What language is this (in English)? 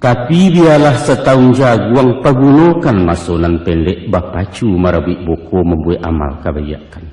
Minangkabau